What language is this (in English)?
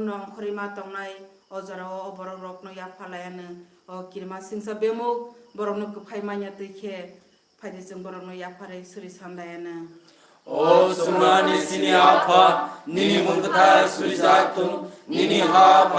Kok Borok